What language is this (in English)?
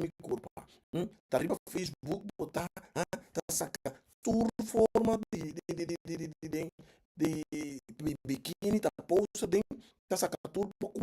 Papiamento